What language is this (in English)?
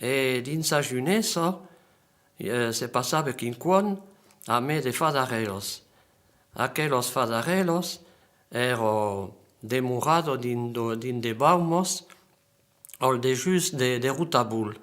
Occitan